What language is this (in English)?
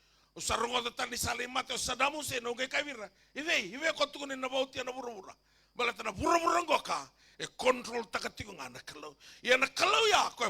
Fijian